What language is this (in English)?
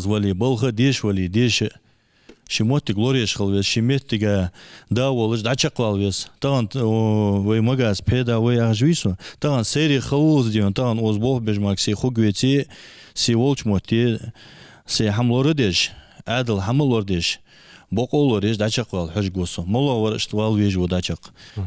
Ingush